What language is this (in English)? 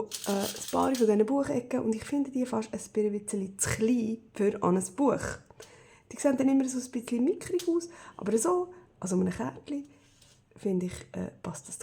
Swiss German